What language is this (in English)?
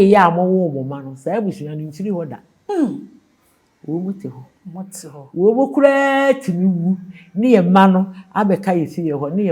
Akan